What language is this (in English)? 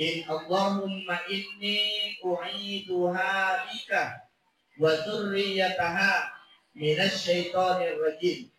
Buginese